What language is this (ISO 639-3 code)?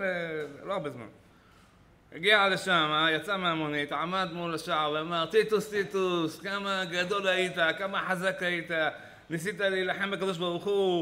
heb